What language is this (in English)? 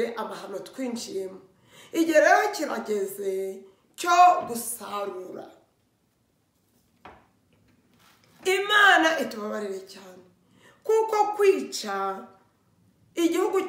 Kinyarwanda